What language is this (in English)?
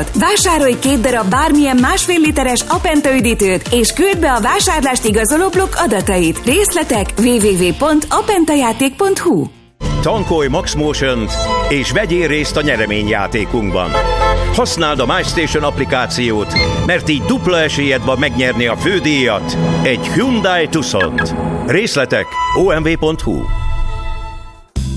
Hungarian